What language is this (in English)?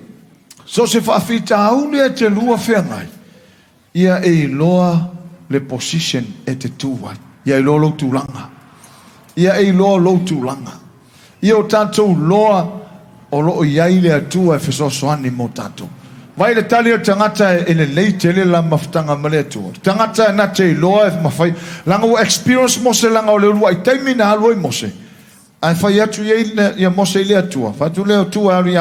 Samoan